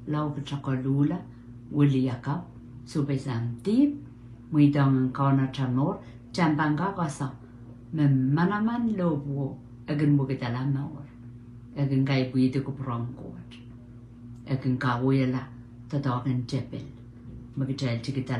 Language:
Pohnpeian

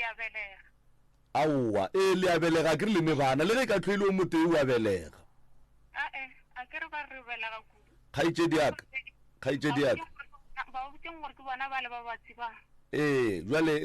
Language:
Northern Sotho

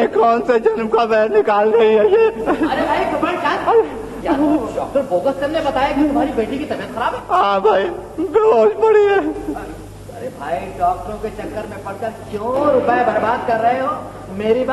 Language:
Hindi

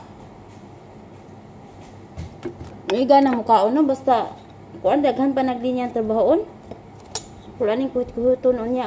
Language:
Cebuano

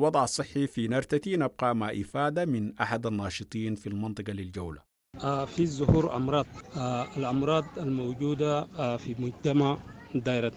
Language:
Sudanese Arabic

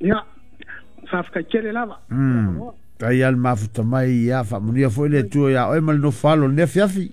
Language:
Samoan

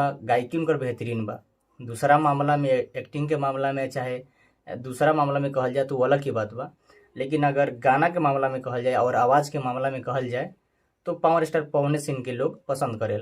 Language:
Bhojpuri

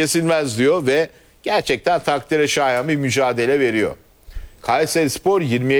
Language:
Turkish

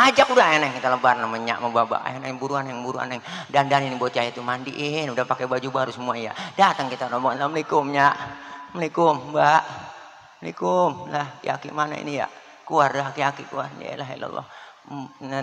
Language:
Betawi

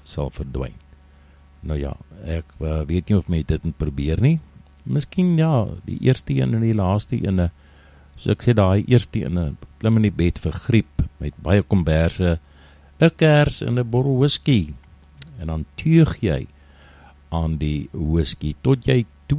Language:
Afrikaans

